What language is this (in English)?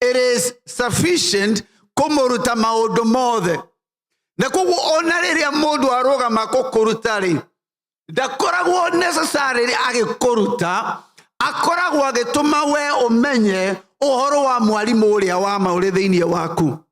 Kikuyu